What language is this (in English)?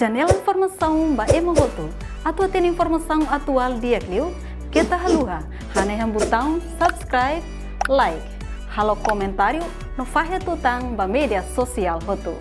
Tetum